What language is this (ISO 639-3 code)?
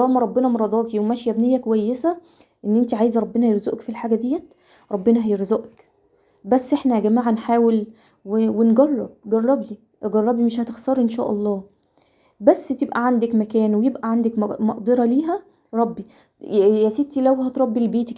arz